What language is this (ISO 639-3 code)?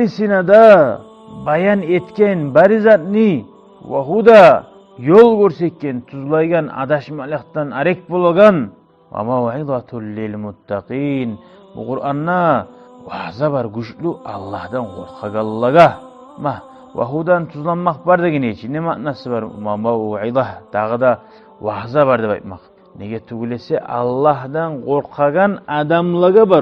kum